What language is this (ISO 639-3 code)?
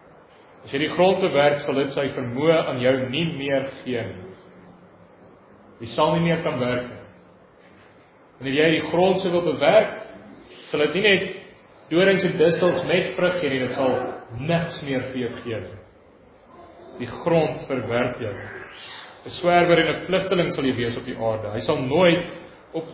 afr